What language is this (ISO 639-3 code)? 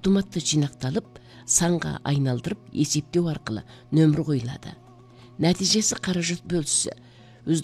kaz